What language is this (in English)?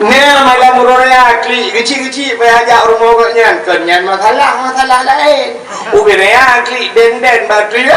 Achinese